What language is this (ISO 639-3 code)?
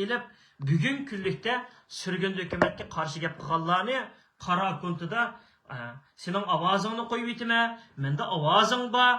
uig